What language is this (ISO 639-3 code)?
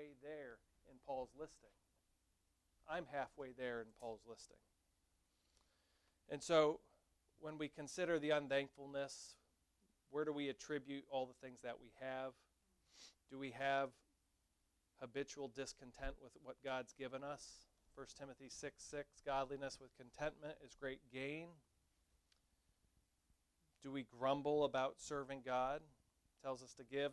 eng